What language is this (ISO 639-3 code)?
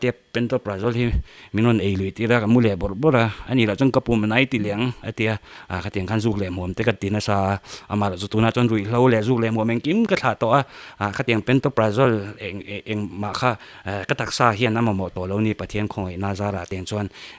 lus